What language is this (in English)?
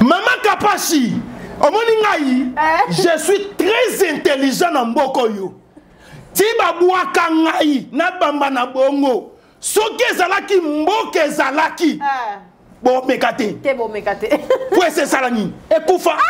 Lingala